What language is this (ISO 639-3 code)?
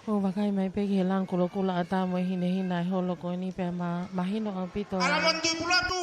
ton